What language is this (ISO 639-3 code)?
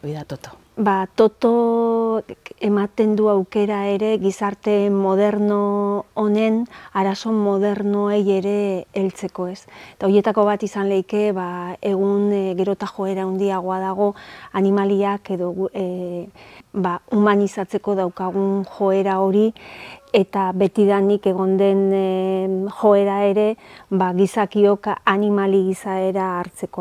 eus